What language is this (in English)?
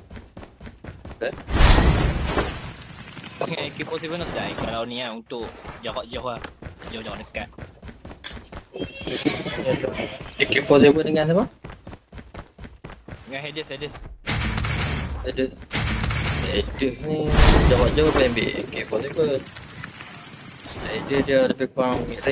Malay